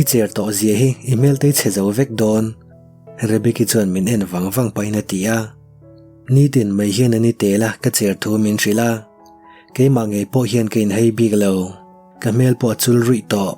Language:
Mizo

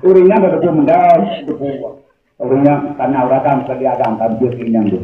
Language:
Achinese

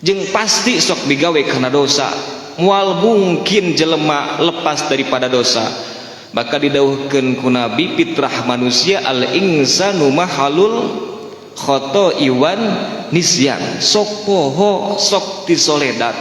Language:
Sundanese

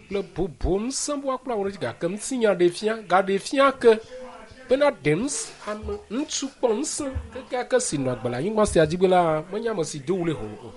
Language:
Ewe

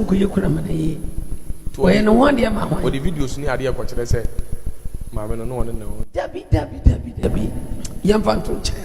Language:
Akan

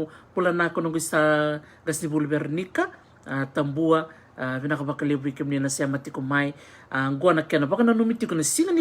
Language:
Fijian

